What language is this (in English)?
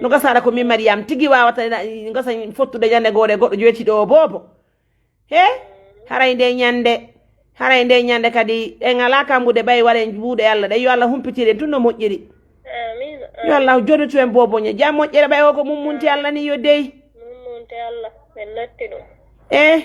Fula